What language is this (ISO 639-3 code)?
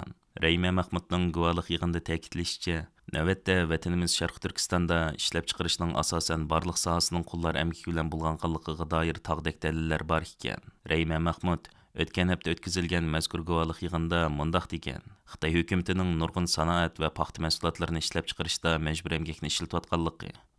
uig